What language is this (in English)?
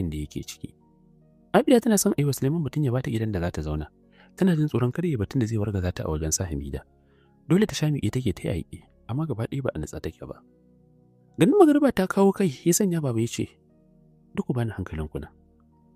Hausa